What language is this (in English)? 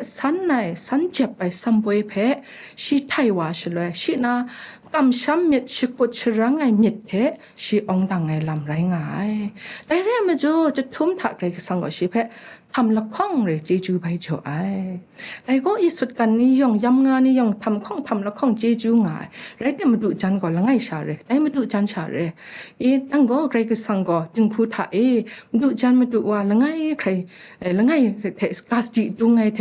Kachin